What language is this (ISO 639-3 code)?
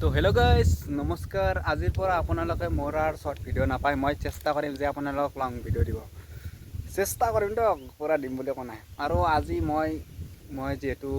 asm